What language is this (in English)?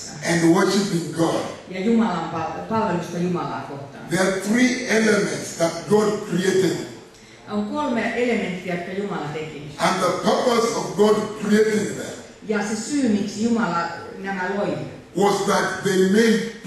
Finnish